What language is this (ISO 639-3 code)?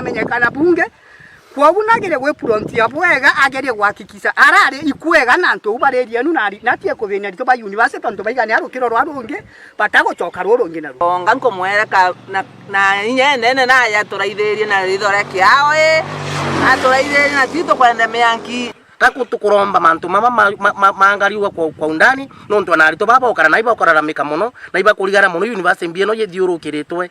mer